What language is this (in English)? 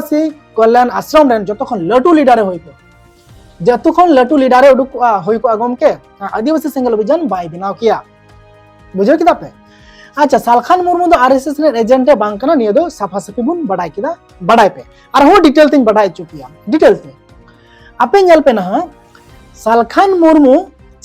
Santali